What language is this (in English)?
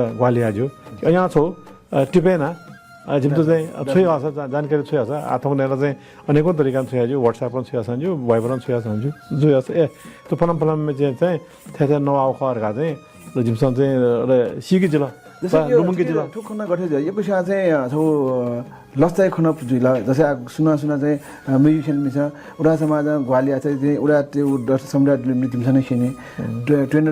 Newari